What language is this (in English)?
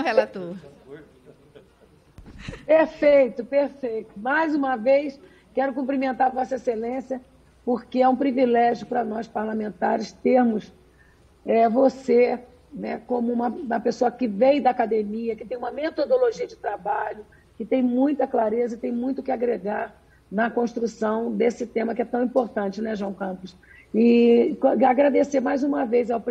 Portuguese